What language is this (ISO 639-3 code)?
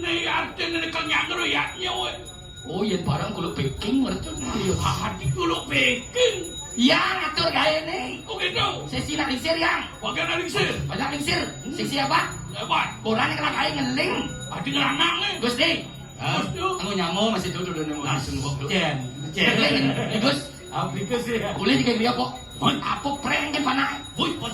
ban